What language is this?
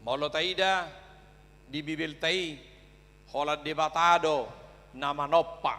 Batak Toba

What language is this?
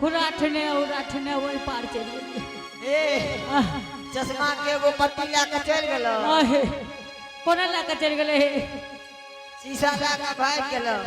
Angika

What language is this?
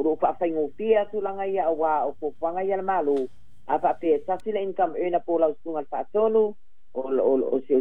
Samoan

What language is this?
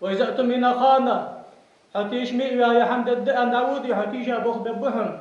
Ingush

